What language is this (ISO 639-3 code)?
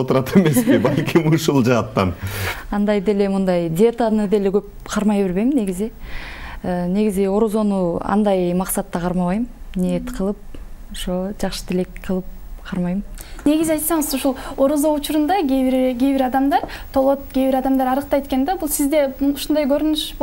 kir